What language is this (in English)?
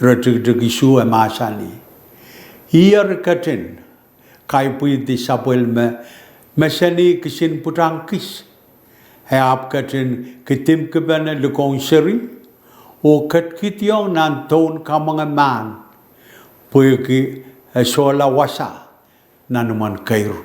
Pohnpeian